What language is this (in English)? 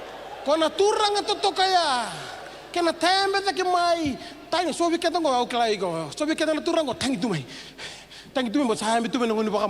Fijian